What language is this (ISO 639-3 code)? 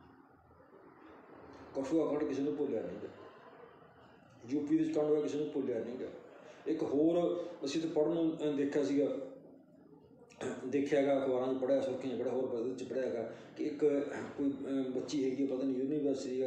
pan